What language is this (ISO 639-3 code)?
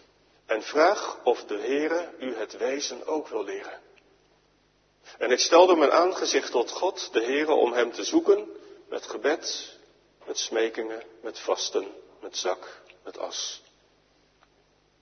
nld